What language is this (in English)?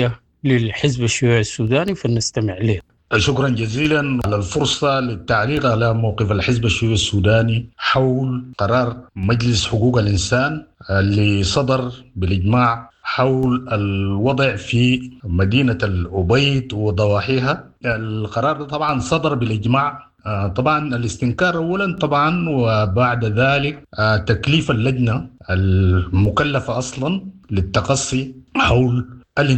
Sudanese Arabic